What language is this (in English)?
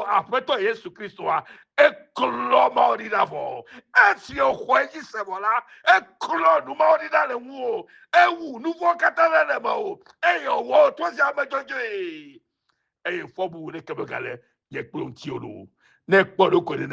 Ewe